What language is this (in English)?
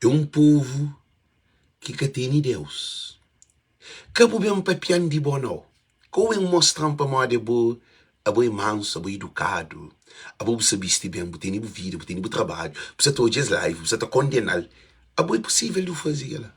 Kabuverdianu